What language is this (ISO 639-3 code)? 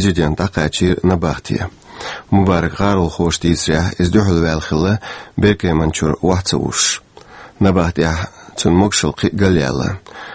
che